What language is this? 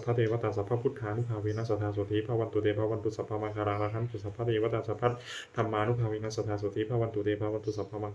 Pali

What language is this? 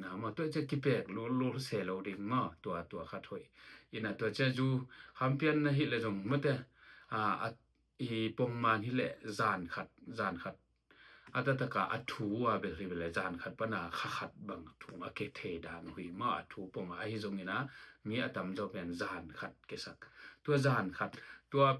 Tedim Chin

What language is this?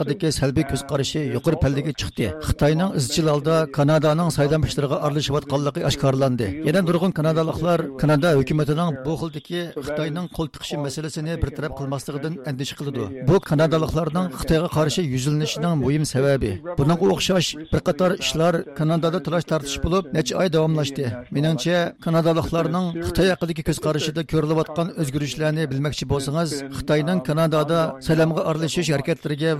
Uyghur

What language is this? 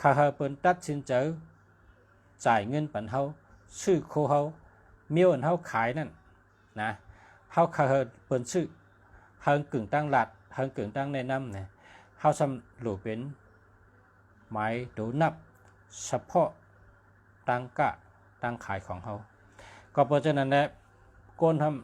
Shan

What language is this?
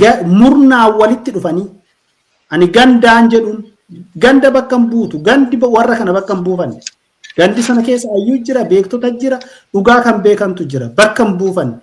Oromo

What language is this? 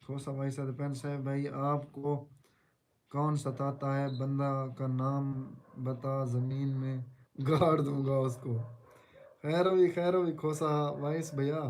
Saraiki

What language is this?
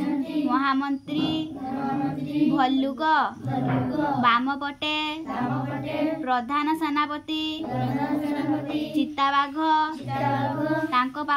Odia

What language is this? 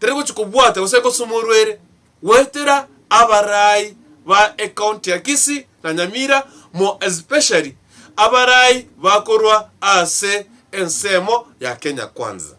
Gusii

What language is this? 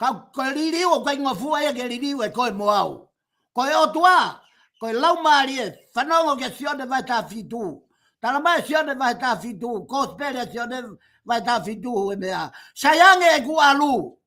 Tongan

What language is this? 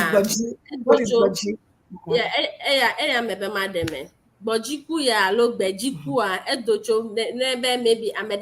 Ewe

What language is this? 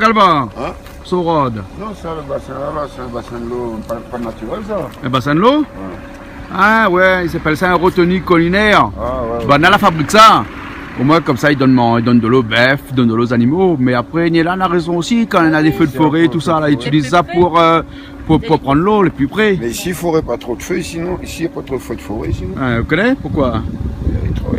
Réunion Creole French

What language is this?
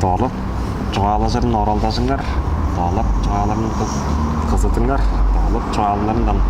Tuvinian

